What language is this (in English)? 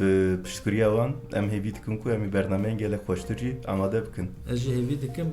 Kurdish